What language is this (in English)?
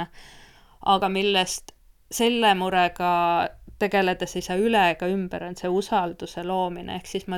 Estonian